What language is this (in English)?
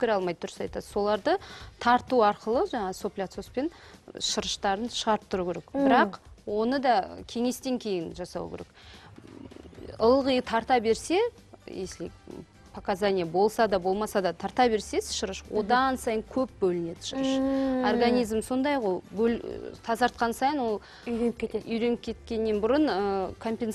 Kazakh